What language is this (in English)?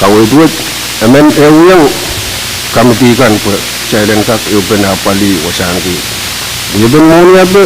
Pohnpeian